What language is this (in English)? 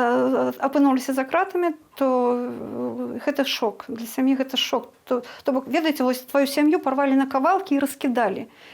Belarusian